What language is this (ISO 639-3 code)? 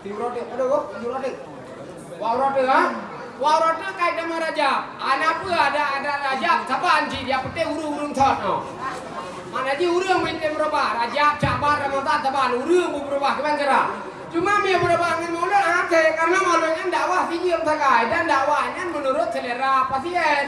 ace